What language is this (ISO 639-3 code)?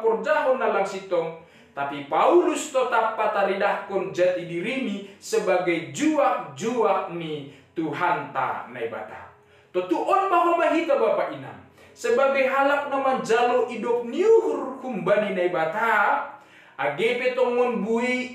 bts